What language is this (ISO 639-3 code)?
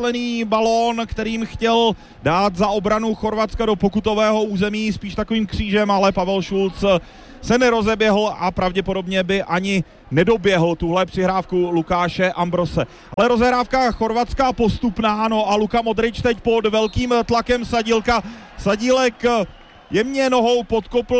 ces